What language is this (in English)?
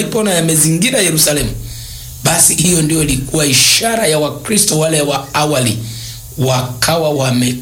Swahili